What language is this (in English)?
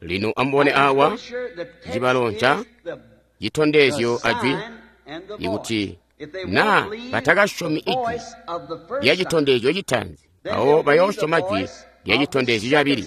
Tonga (Zambia)